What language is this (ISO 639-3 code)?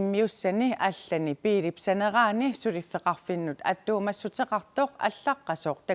kal